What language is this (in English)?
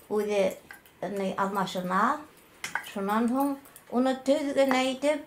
Bashkir